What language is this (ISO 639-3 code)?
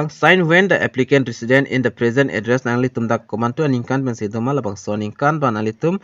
mjw